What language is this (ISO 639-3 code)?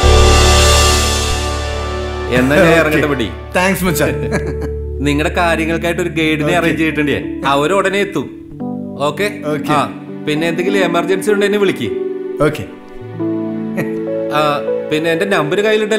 mal